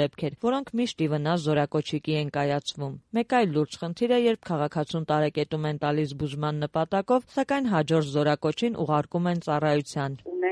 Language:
Armenian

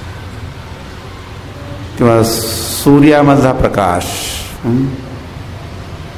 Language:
Marathi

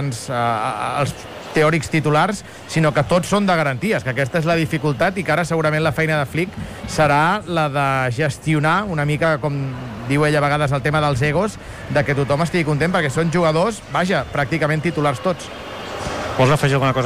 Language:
Catalan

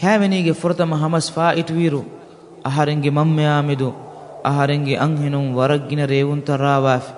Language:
Divehi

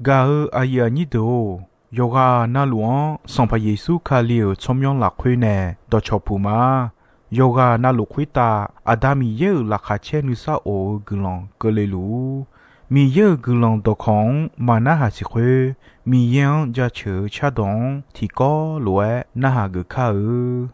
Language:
Akha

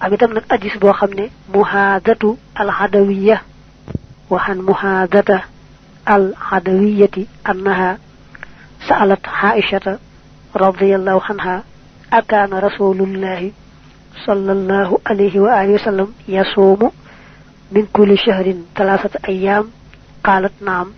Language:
Wolof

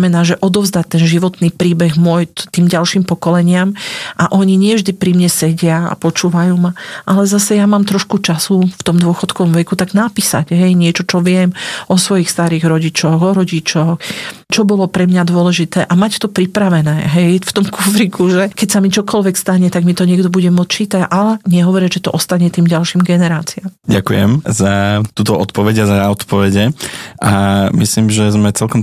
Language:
Slovak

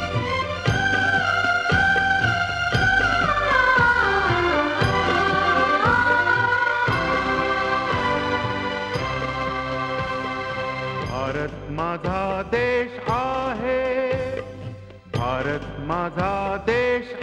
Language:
Marathi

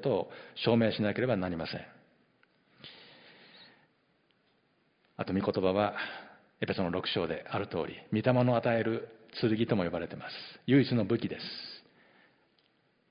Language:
Japanese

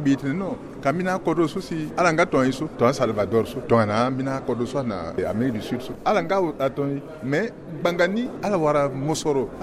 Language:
Sango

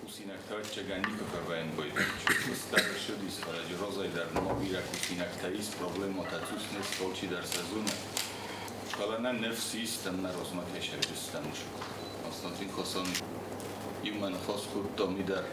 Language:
Ossetic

